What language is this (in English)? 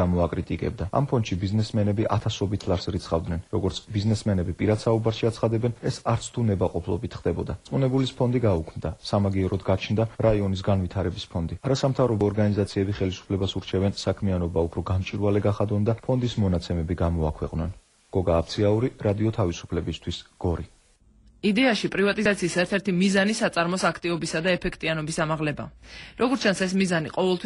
Georgian